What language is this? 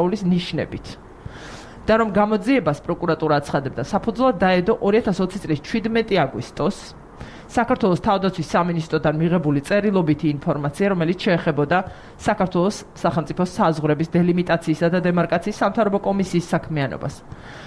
Georgian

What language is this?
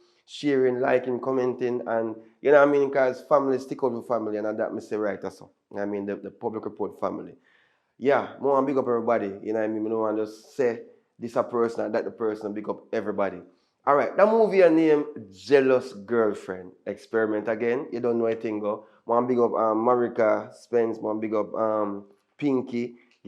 Jamaican Creole English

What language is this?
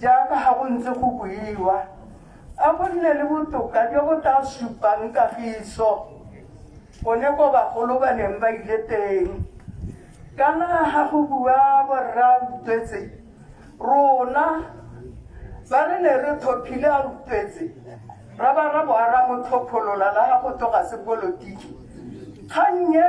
Tswana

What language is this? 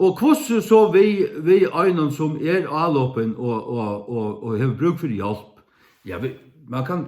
Faroese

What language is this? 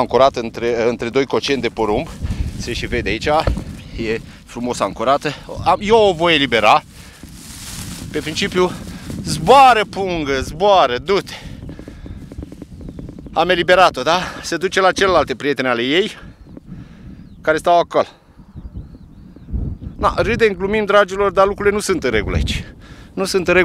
Romanian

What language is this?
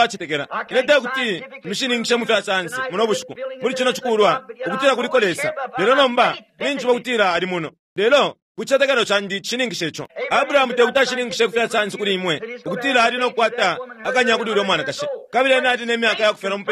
Bemba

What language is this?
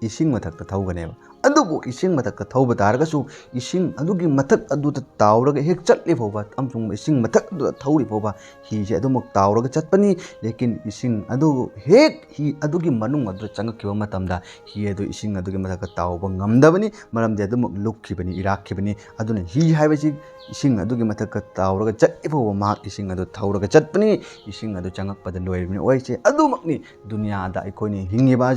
Manipuri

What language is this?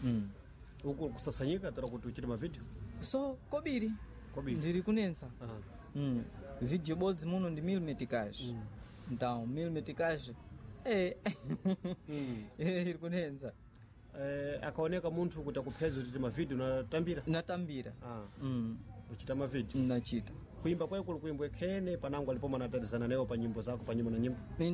Sena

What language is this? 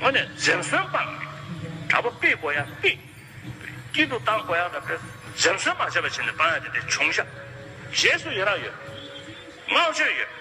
Tibetan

